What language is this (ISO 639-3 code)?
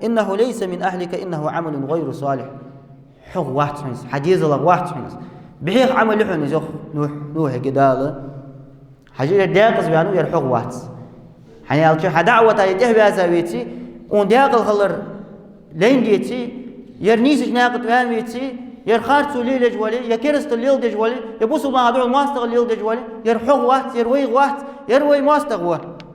inh